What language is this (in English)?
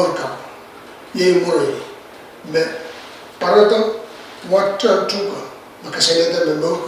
Pohnpeian